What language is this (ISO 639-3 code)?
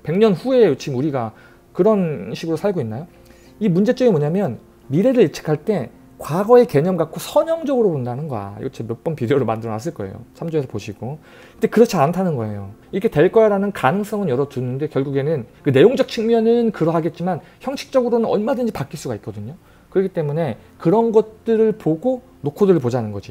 kor